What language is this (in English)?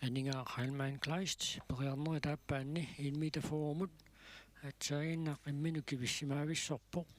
Kalaallisut